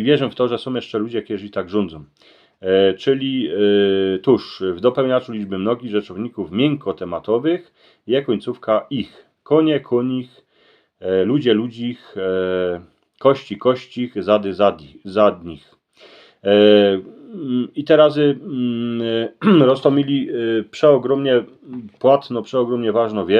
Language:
Silesian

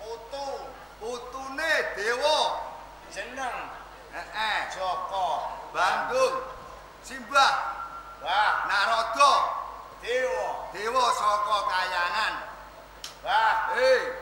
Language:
Javanese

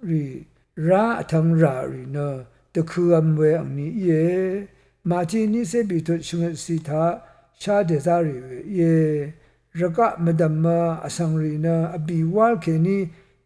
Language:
Rawang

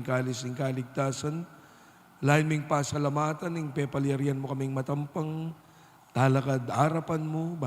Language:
Pampanga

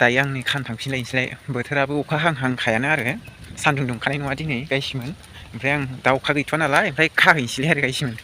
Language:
Bodo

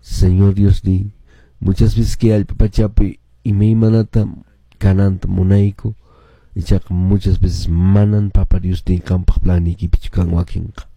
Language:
Quechua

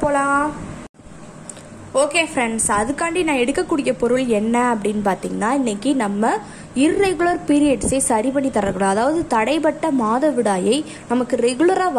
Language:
Tamil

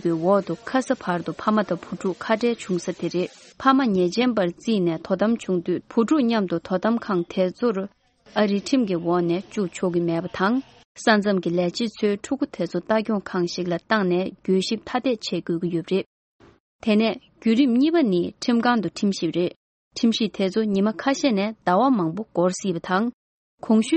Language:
Tibetan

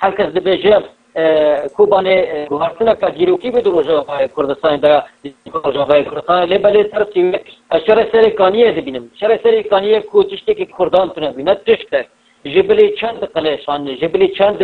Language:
Kurdish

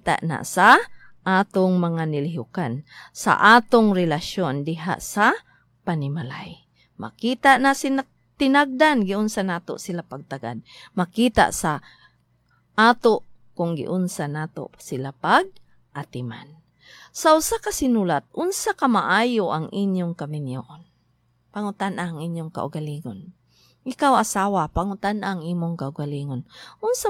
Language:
Cebuano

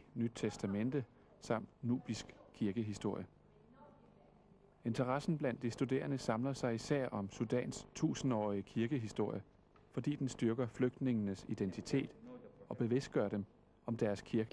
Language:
Danish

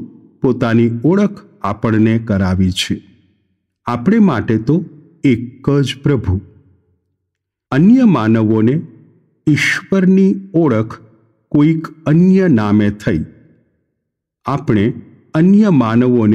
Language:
Gujarati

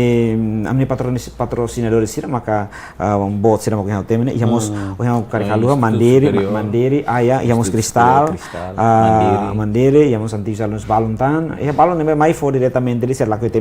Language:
Tetum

